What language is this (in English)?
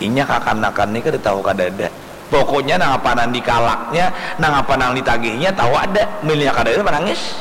Banjar